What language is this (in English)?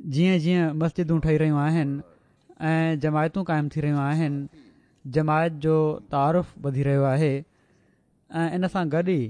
Sindhi